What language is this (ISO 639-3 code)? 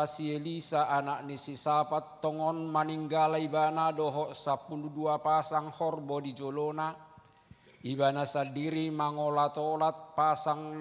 bbc